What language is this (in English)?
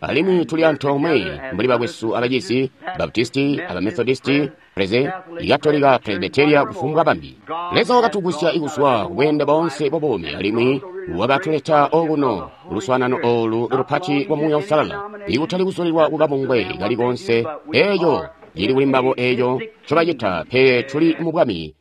Tonga (Zambia)